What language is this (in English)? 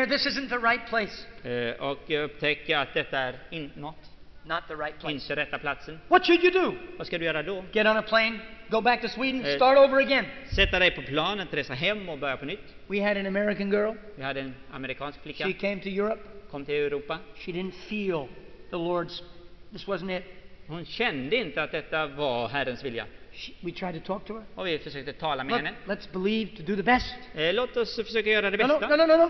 Swedish